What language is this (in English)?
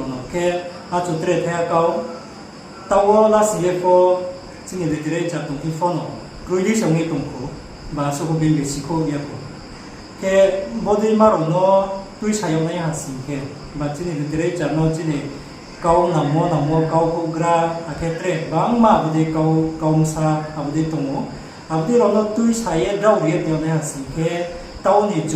Riang (India)